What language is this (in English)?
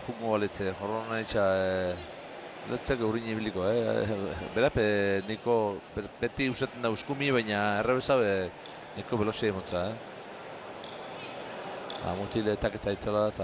Basque